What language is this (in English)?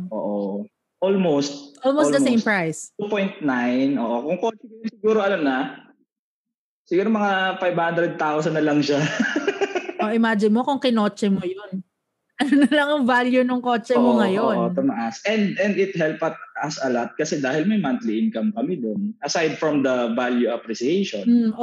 Filipino